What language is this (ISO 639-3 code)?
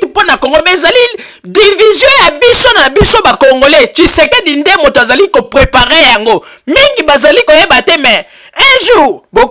lin